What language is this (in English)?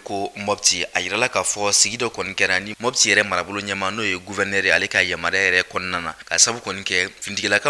Bambara